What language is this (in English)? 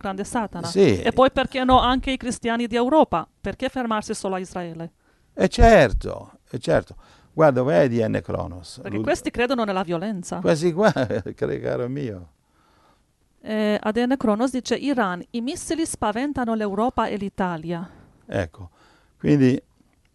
Italian